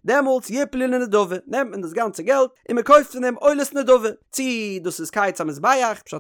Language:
Yiddish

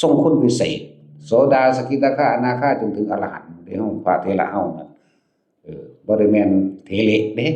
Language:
Northeastern Thai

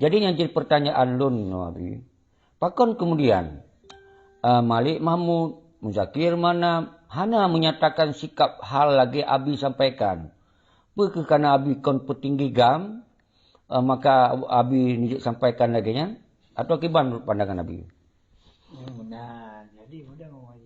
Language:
Achinese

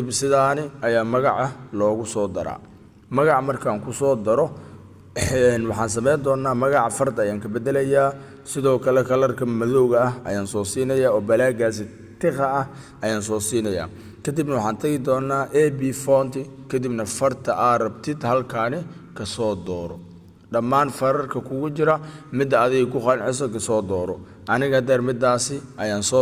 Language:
Somali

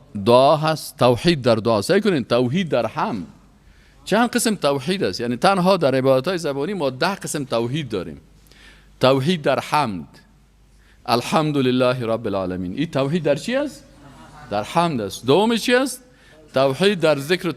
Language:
Persian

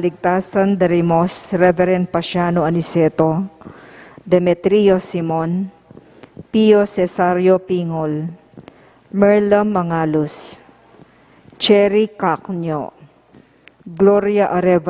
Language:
Pampanga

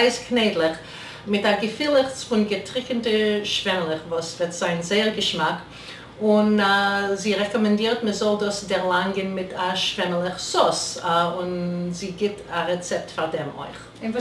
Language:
Yiddish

